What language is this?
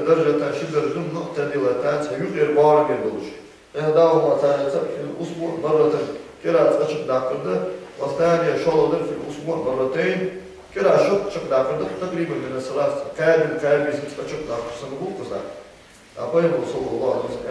Ingush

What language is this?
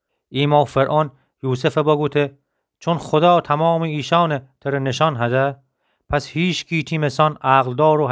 Gilaki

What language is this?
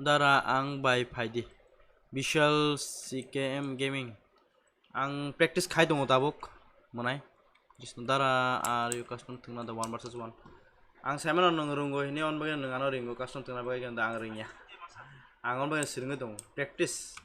Kok Borok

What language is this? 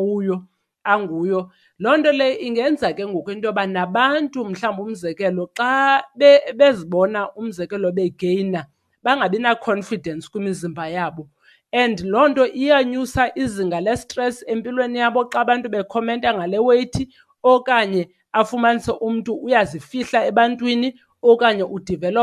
Xhosa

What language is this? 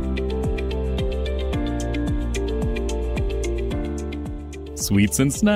Malayalam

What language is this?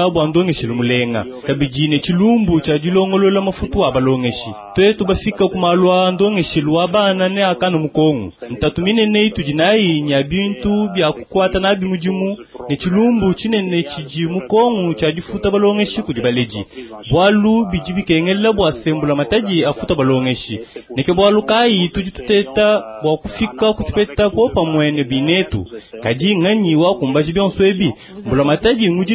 Luba-Lulua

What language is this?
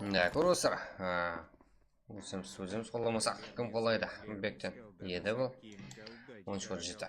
Kara-Kalpak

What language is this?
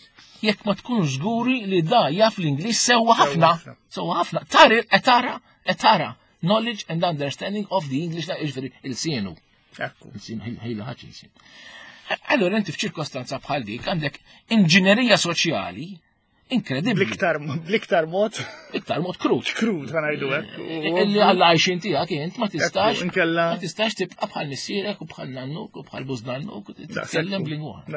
Maltese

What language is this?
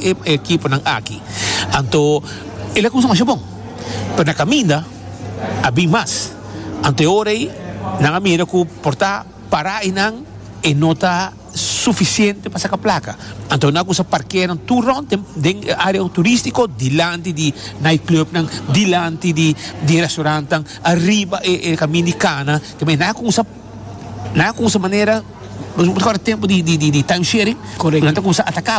Papiamento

